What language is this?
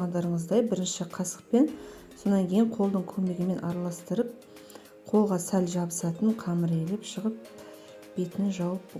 Kazakh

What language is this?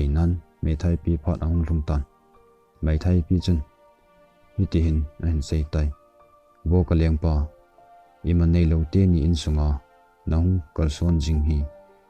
Thado Chin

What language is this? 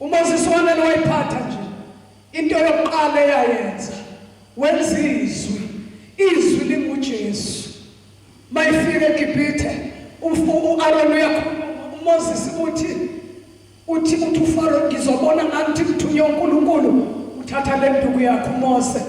Zulu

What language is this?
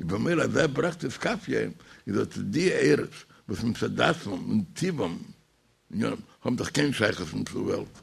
Yiddish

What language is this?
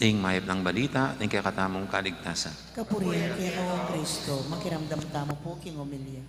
Pampanga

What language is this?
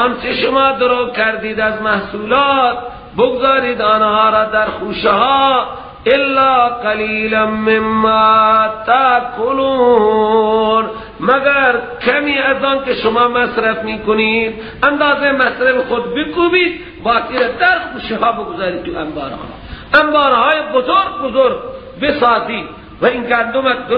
Persian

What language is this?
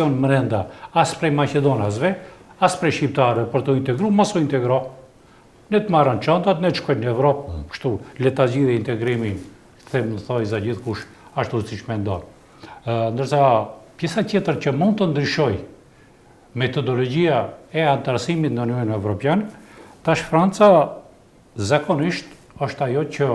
Albanian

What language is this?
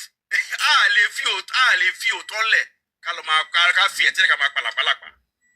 Yoruba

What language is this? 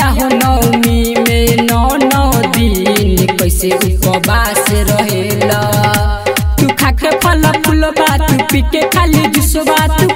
Bhojpuri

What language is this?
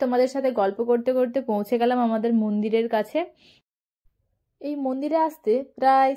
Bangla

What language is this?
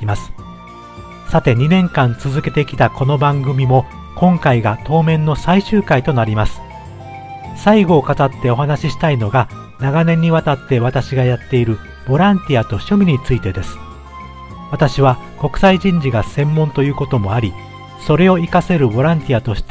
Japanese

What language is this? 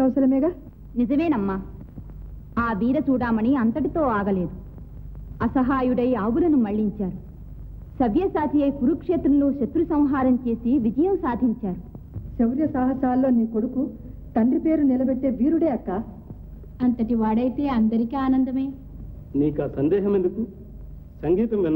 Telugu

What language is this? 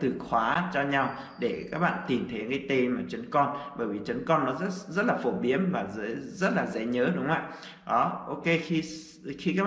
Vietnamese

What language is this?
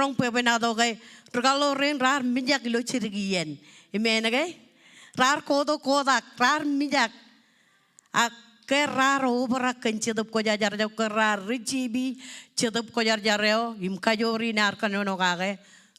Marshallese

